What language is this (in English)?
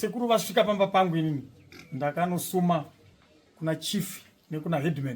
Shona